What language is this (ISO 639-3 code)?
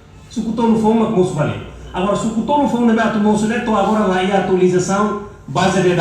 tet